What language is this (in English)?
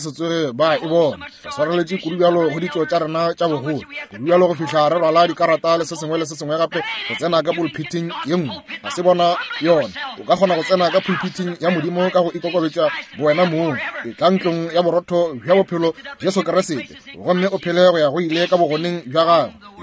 Northern Sotho